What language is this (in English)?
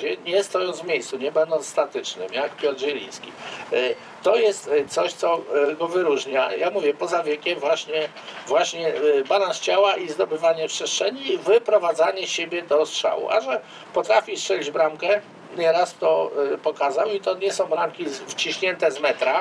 Polish